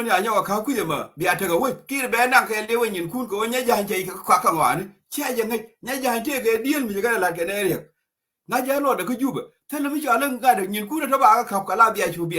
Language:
Nuer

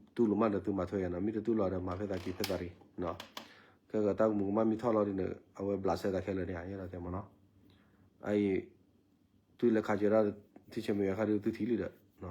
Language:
S'gaw Karen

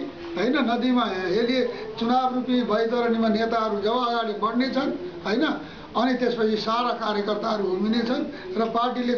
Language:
Nepali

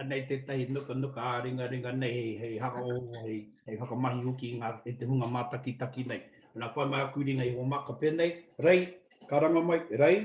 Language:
Māori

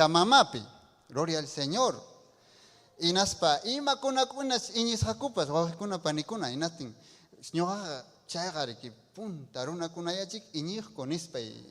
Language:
Ayacucho Quechua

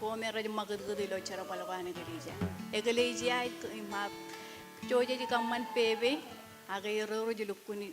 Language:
Marshallese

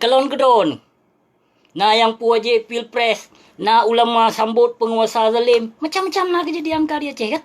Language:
Achinese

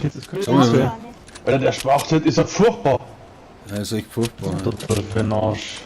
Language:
Bavarian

